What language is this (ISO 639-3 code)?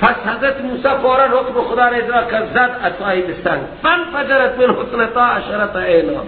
fas